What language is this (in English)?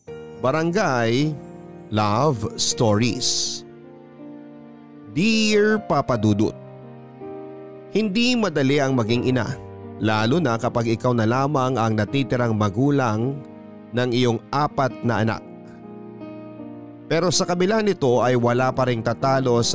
Filipino